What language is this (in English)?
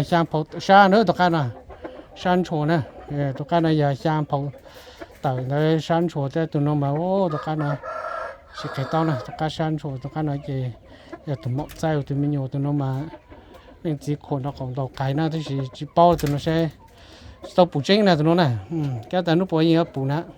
Hmong